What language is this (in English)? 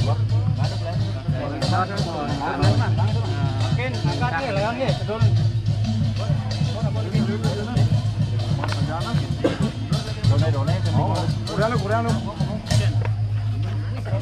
Indonesian